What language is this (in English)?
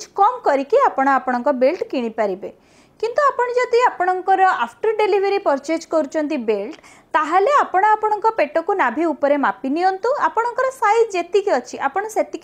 Odia